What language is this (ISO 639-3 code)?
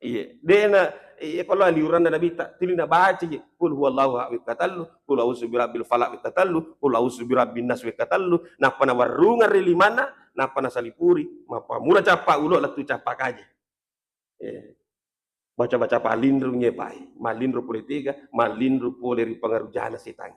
bug